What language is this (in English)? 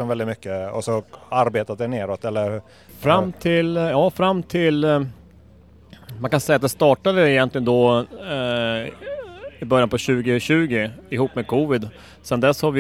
Swedish